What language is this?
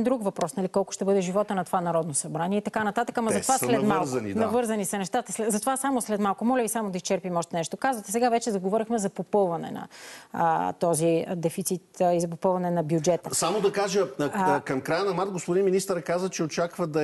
Bulgarian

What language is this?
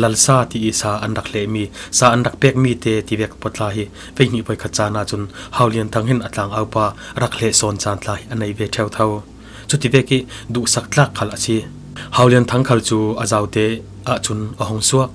Falam Chin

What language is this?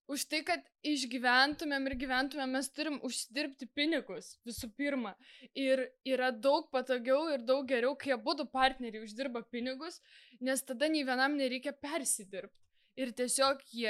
Lithuanian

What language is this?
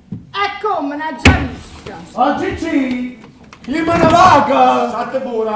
Neapolitan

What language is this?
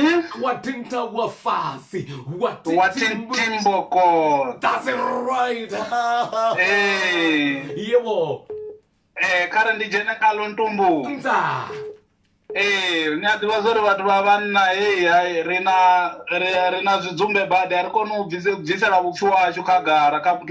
Venda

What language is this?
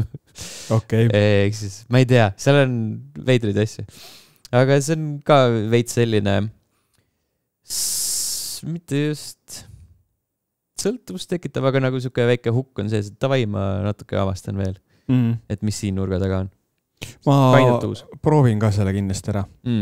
Estonian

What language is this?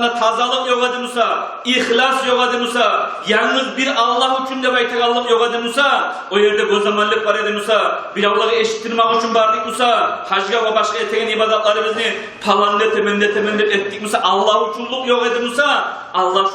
Kumyk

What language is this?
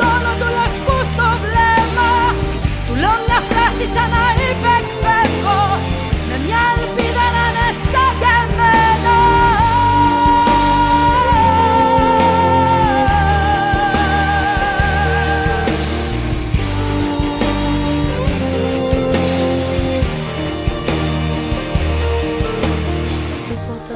Greek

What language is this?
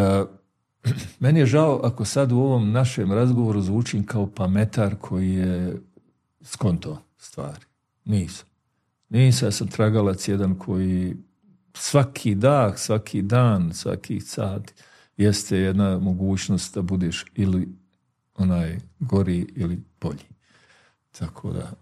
Bosnian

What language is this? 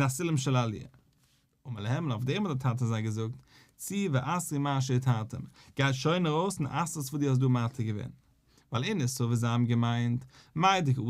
Yiddish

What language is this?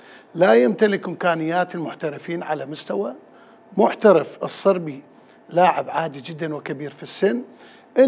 Mesopotamian Arabic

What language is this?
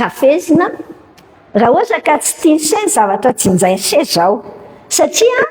Malagasy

